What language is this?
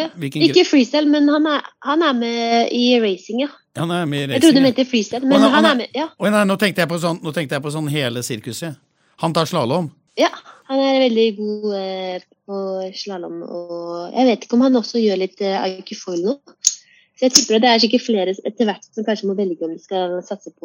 Norwegian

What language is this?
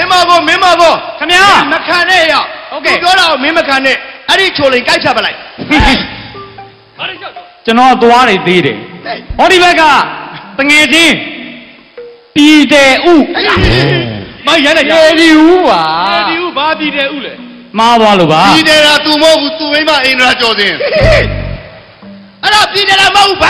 Burmese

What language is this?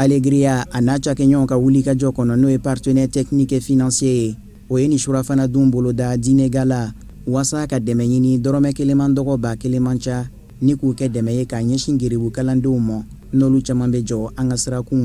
Bambara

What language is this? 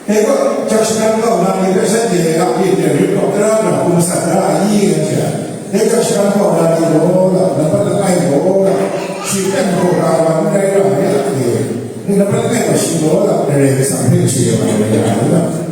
Kachin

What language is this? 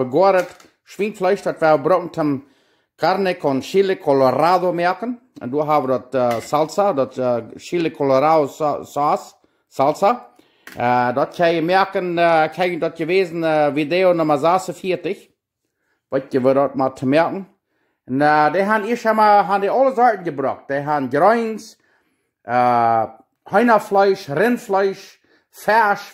Plautdietsch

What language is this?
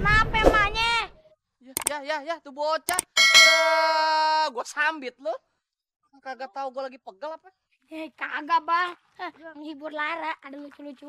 Betawi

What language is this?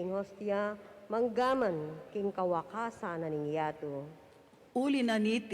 Pampanga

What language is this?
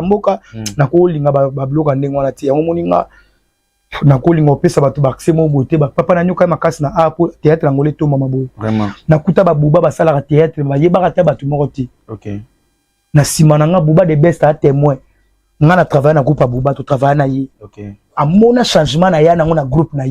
Lingala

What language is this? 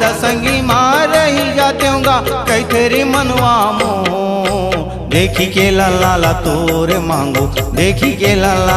Chhattisgarhi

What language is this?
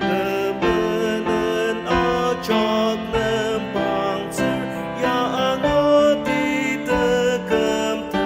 Ao Naga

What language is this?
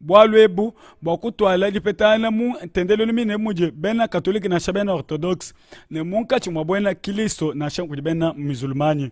Luba-Lulua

